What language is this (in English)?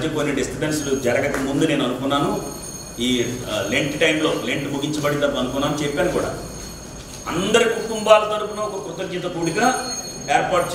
Telugu